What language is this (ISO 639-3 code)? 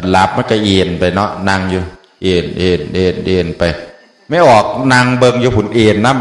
tts